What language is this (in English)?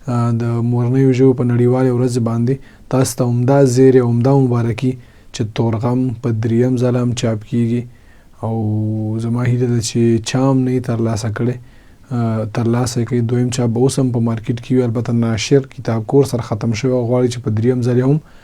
Pashto